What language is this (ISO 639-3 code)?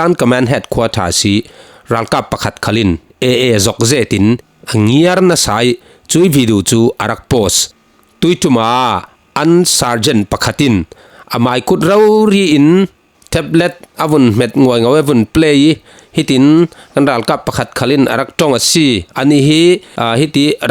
cfm